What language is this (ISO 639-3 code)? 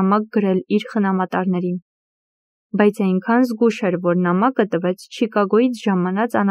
hye